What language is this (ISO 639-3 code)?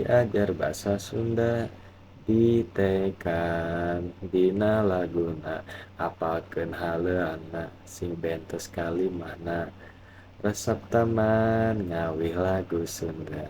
sun